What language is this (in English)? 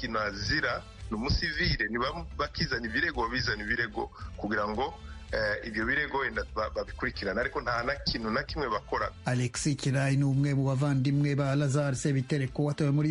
Kinyarwanda